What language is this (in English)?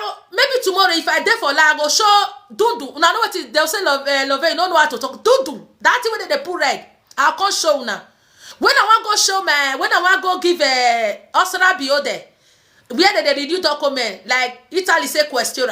Nigerian Pidgin